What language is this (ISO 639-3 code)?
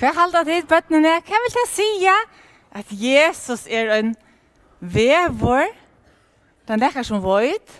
fao